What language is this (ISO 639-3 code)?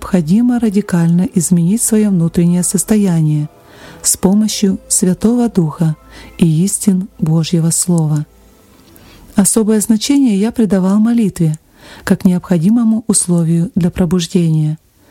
rus